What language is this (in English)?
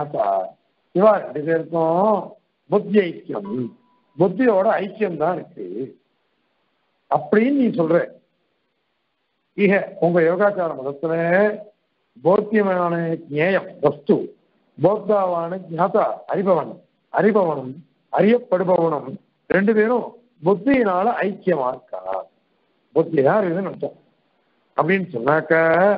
Tamil